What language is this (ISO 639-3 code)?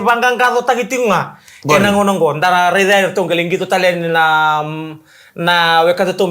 fij